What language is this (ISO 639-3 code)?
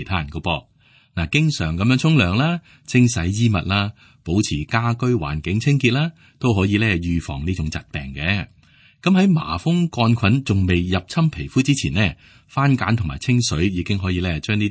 yue